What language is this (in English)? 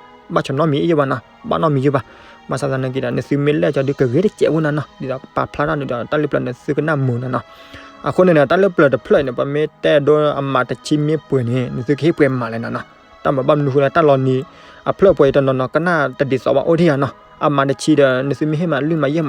S'gaw Karen